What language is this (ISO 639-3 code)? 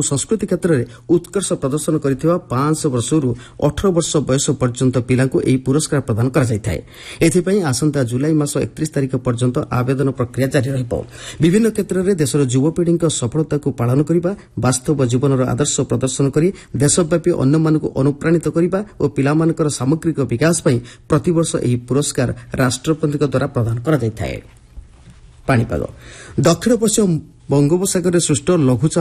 ori